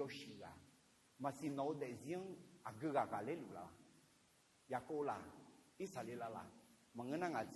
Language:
Akha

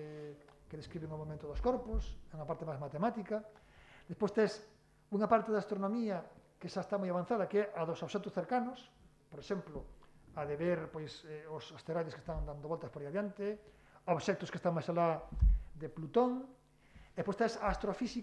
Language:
Galician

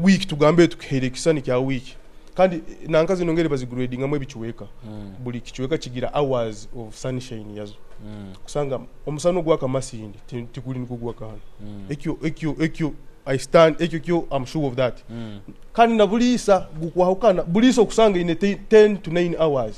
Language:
Nyoro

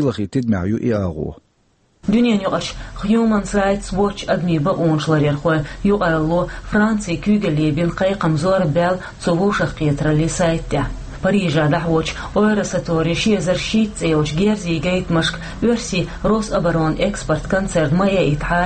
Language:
Chechen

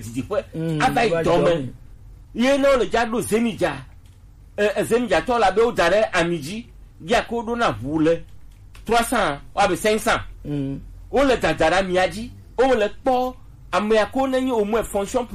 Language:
Gen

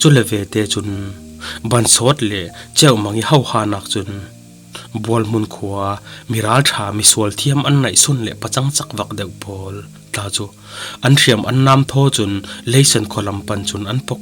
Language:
Falam Chin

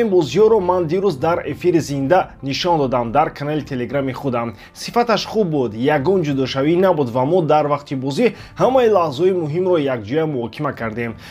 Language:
Tajik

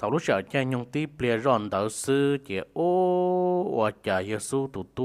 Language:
Hmong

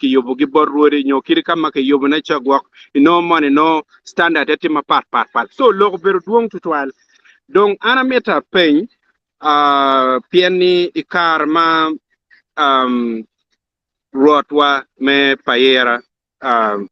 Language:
Acoli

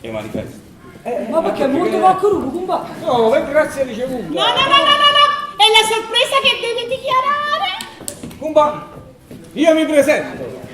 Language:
Neapolitan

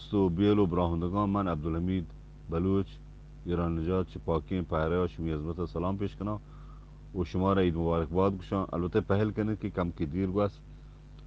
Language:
Eastern Balochi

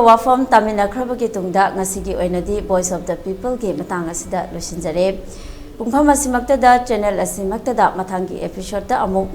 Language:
Manipuri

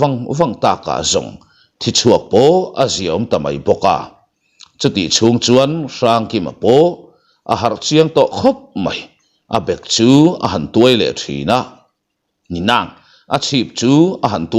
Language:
Mizo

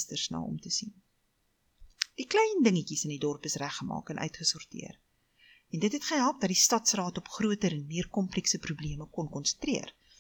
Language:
Afrikaans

